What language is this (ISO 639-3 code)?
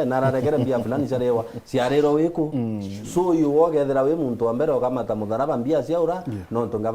mer